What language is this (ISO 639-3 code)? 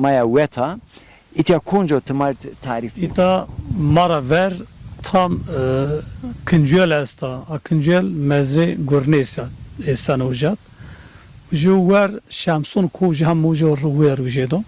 zza